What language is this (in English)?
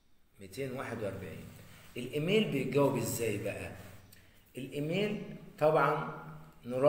Egyptian Arabic